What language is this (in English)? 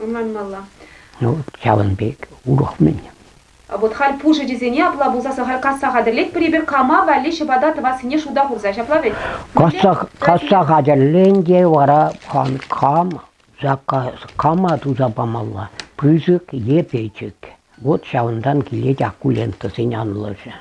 Chuvash